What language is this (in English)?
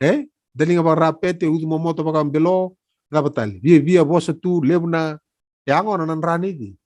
Fijian